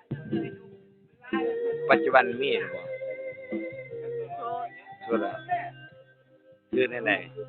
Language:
Lao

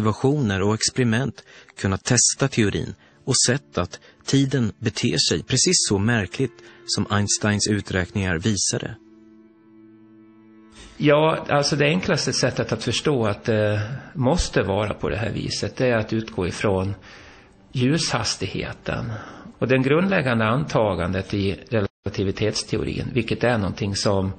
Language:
Swedish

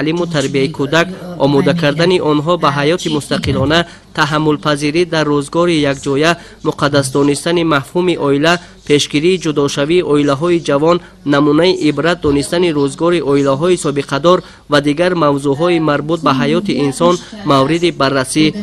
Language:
Tajik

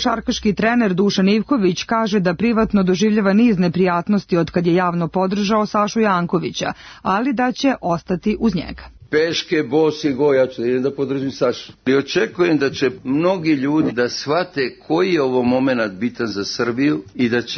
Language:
Serbian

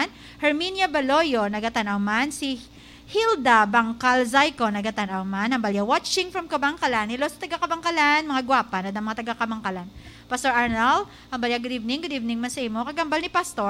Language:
Hiligaynon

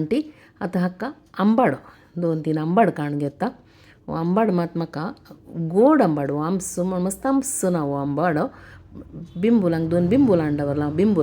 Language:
Konkani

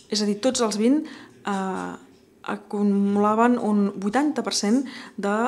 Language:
Catalan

